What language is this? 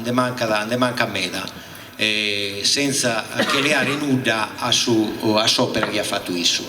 Sardinian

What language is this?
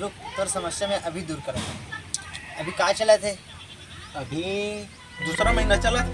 Chhattisgarhi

